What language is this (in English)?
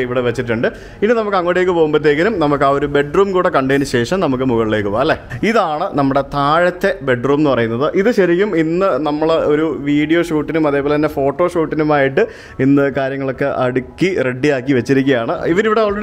Malayalam